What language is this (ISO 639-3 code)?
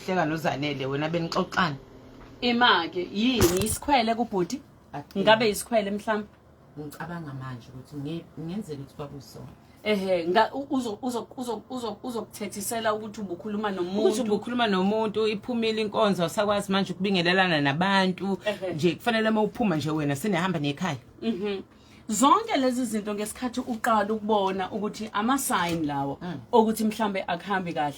zul